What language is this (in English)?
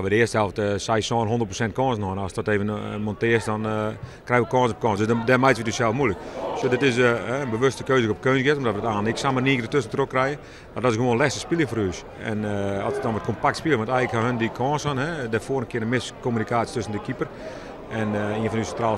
Western Frisian